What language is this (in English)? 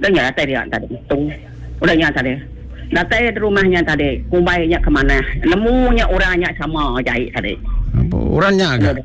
Iban